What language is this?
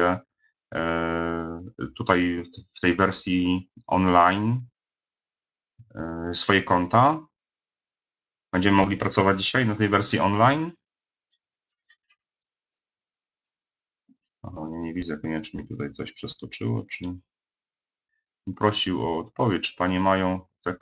Polish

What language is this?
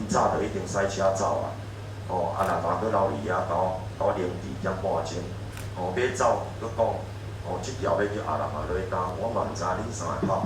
Min Nan Chinese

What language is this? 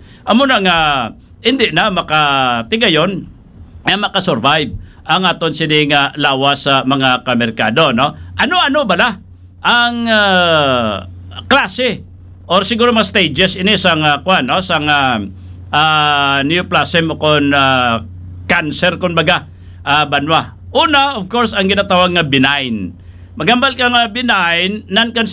Hiligaynon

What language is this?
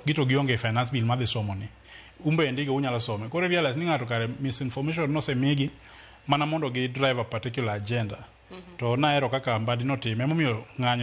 Luo (Kenya and Tanzania)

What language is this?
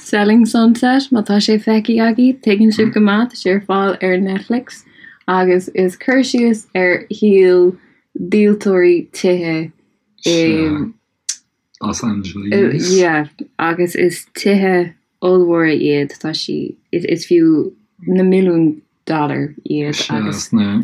Irish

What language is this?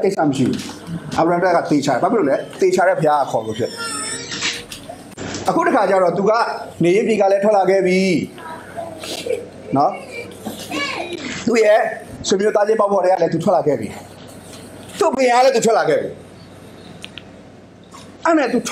Burmese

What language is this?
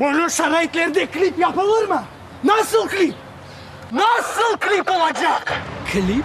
Crimean Tatar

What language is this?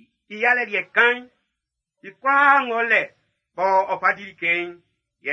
Baoulé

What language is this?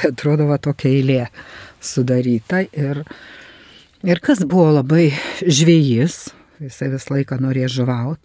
Lithuanian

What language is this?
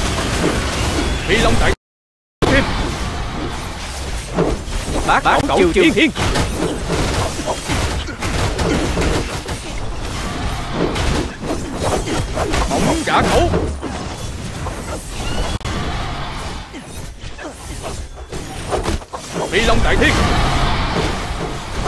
Vietnamese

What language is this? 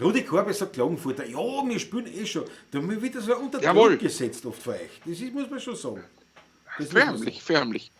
Bavarian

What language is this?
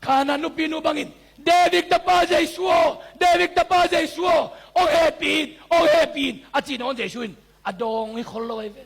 Tedim Chin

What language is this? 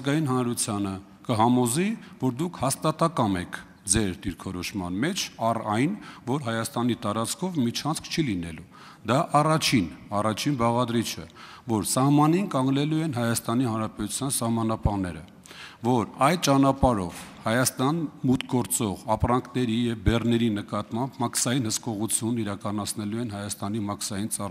Armenian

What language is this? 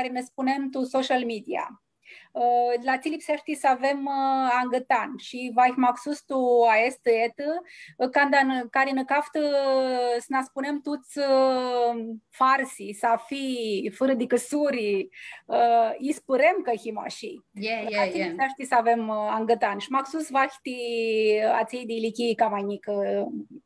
Aromanian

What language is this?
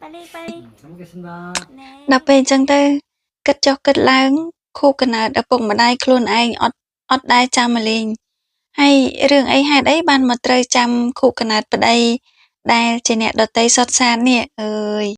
Khmer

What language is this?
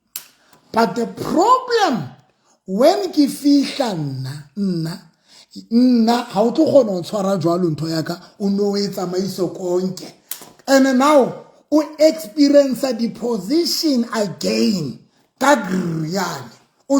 Southern Sotho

